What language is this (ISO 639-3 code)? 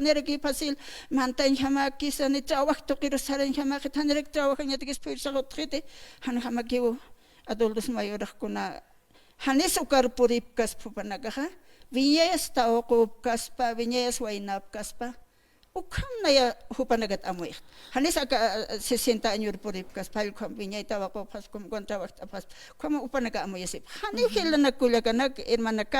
aym